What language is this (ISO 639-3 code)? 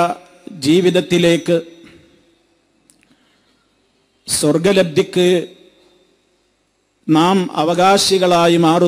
mal